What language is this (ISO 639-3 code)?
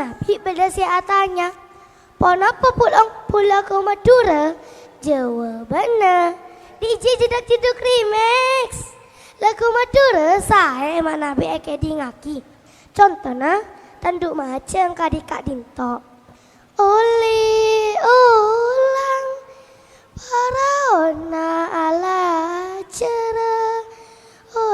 mad